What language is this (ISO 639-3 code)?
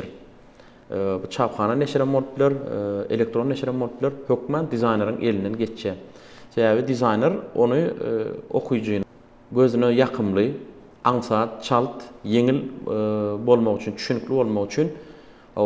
tuk